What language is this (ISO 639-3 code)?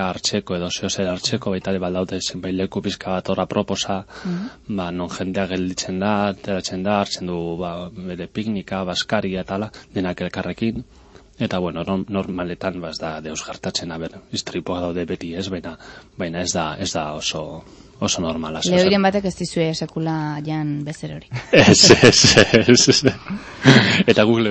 eus